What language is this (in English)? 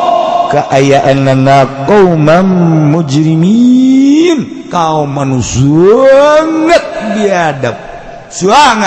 Sundanese